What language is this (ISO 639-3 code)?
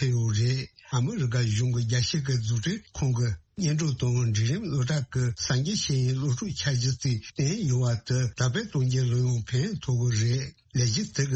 bod